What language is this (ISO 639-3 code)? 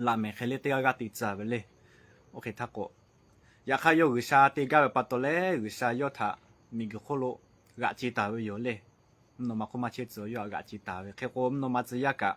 lhu